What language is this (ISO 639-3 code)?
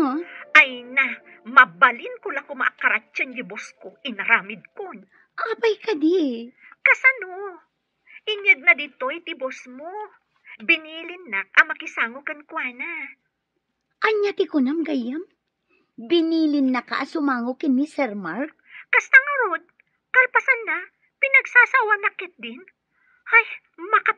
ilo